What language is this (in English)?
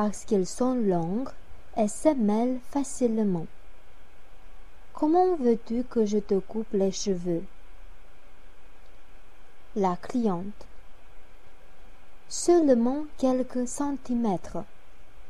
French